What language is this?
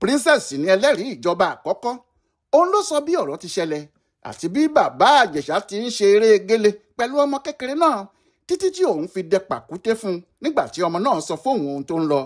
Yoruba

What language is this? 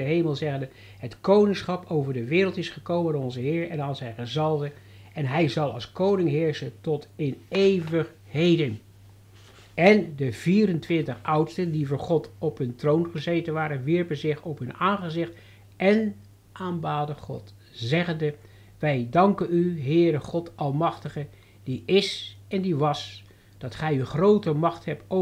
Dutch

